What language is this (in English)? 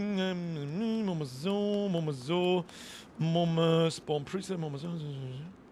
Bavarian